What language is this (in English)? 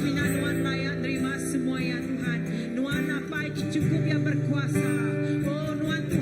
Iban